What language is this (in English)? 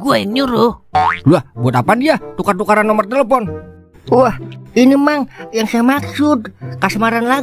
Betawi